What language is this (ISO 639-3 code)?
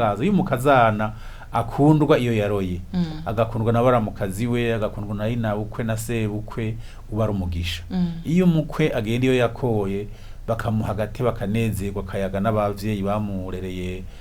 run